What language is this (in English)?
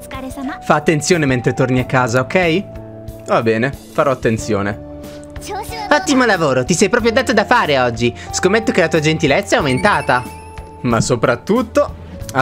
Italian